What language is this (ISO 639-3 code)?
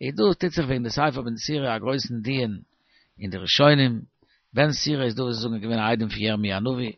yid